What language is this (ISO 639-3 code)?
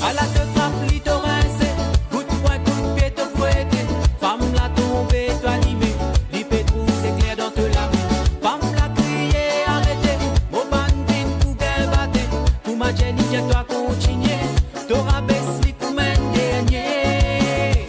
mfe